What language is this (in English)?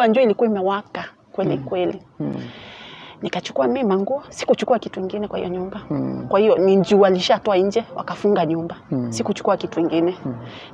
Swahili